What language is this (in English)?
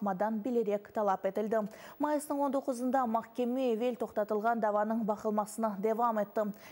Crimean Tatar